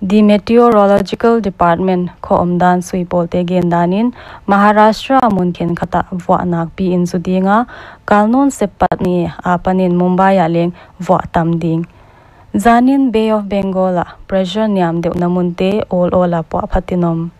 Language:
Paite Chin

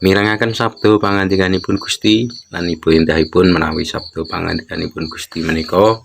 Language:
Javanese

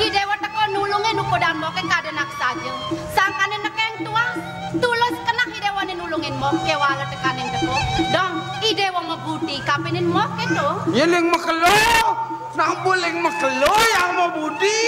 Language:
Balinese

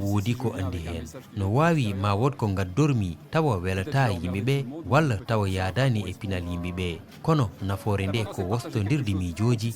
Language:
Fula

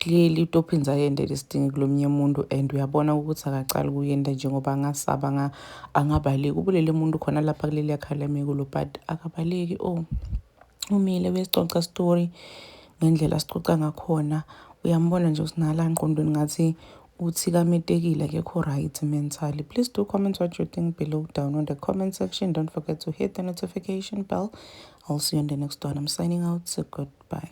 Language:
Zulu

